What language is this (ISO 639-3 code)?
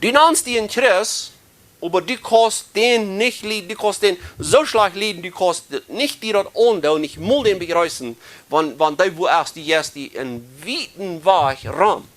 pdt